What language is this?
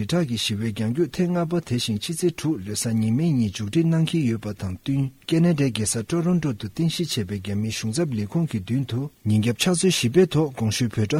Tibetan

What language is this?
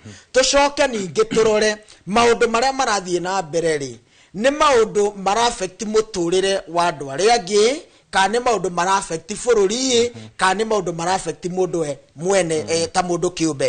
Kikuyu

